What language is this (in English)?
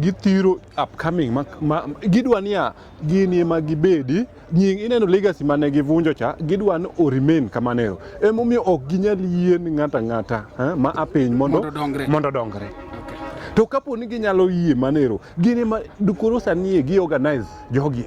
Luo (Kenya and Tanzania)